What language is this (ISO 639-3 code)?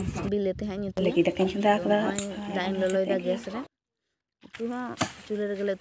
sat